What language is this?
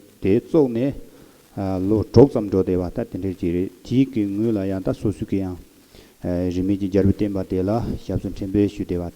Tibetan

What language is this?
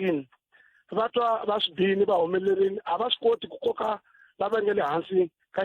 Tsonga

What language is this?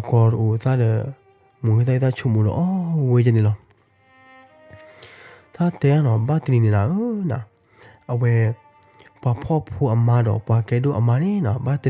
S'gaw Karen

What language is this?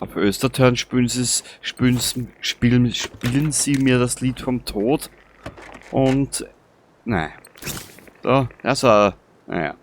Bavarian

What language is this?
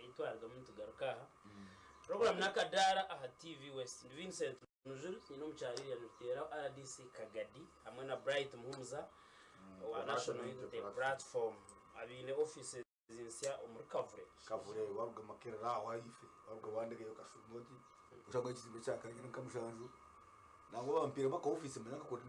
Nyankole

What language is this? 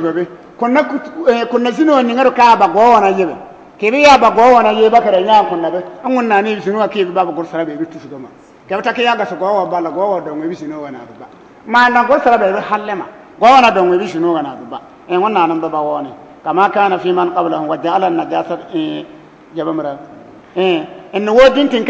Bissa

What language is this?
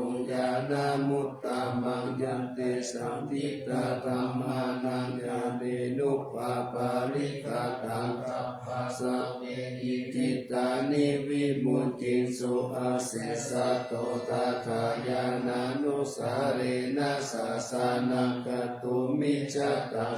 Pali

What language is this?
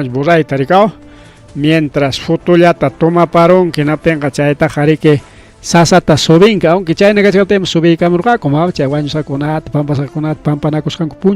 Ayacucho Quechua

